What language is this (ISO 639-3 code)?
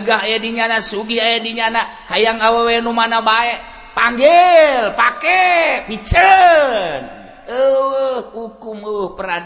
sun